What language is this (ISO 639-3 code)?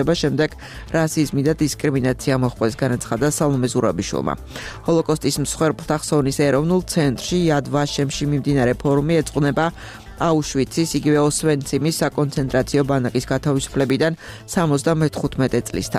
kat